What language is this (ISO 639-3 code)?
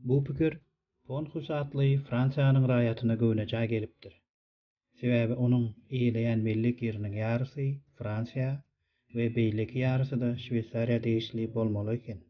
tuk